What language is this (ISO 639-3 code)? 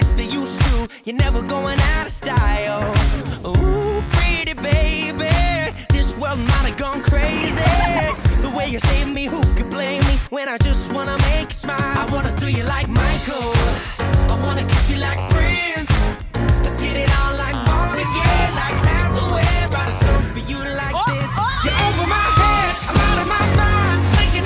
eng